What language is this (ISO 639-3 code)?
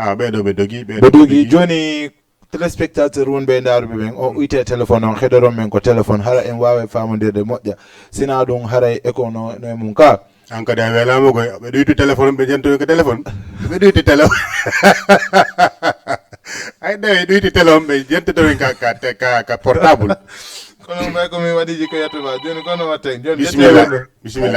ful